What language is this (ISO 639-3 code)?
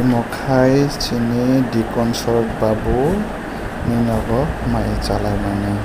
trp